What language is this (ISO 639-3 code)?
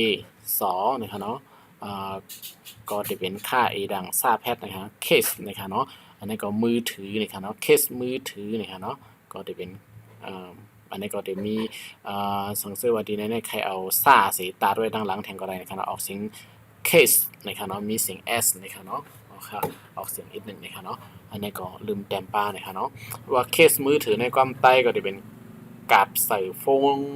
shn